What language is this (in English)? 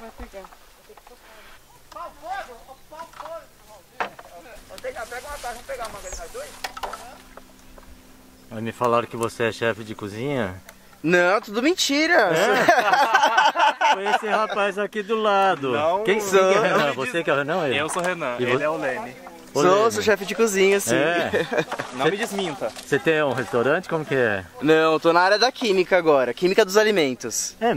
Portuguese